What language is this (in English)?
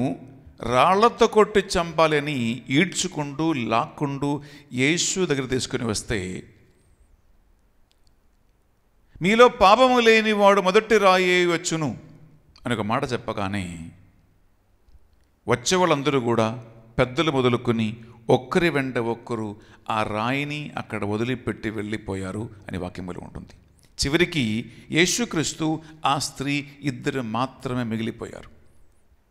Telugu